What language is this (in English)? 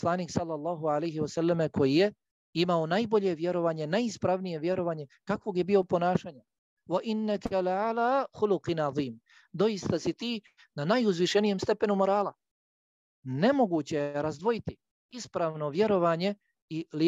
Bosnian